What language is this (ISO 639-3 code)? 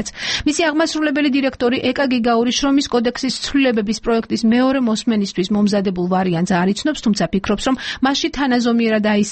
kat